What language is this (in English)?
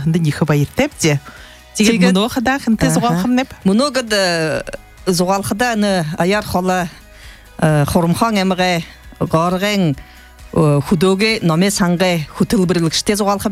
Buriat